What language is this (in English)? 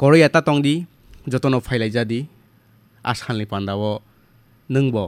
Kok Borok